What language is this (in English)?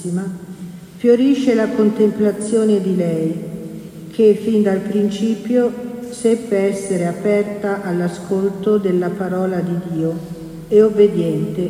Italian